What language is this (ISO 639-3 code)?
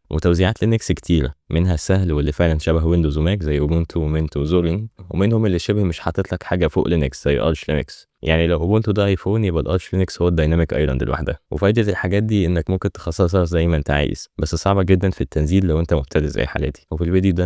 arz